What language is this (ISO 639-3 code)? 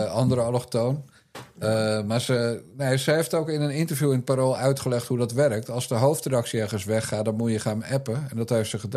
nld